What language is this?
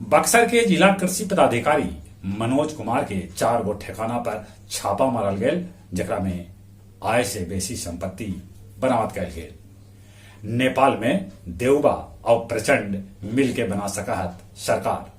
Magahi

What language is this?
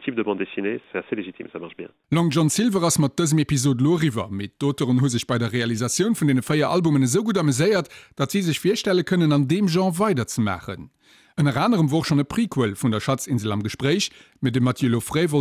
Luxembourgish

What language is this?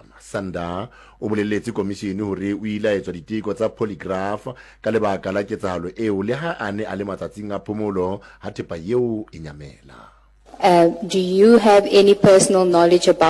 Southern Sotho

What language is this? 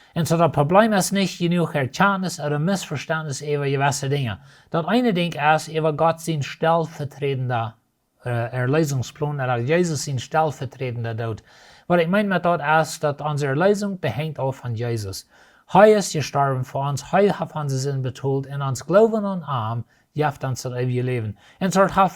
Plautdietsch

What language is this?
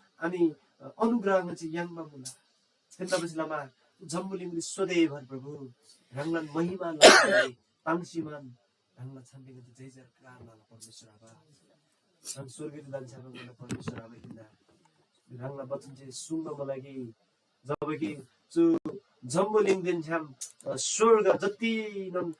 Eastern Tamang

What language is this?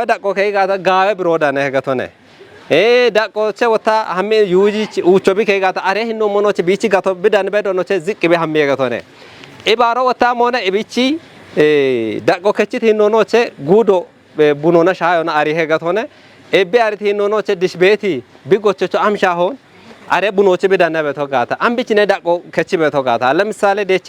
Kafa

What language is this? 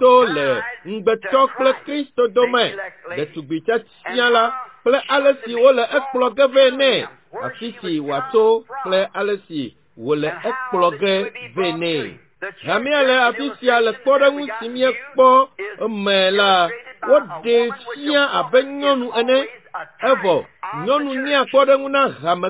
Ewe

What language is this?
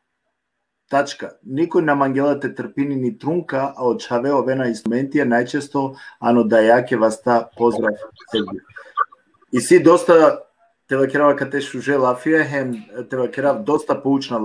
Balkan Romani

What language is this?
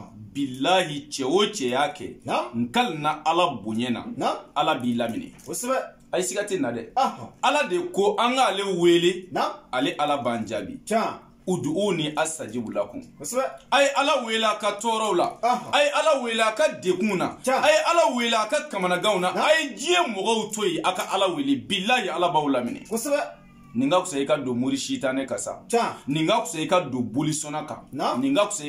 Bambara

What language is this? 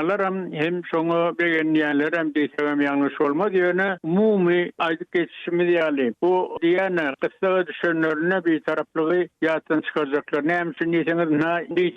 Turkmen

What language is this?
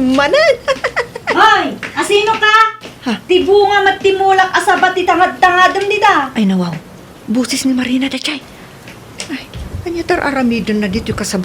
Iloko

